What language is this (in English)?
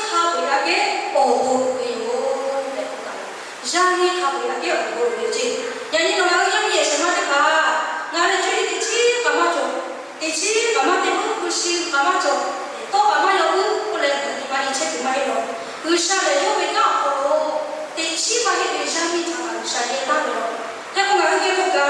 Lahu